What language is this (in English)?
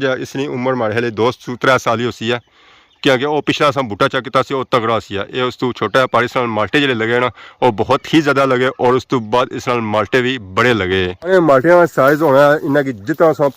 Pahari-Potwari